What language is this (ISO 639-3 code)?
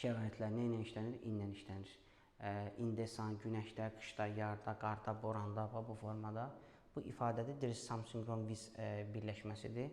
aze